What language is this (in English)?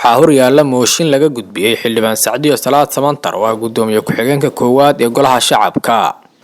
Somali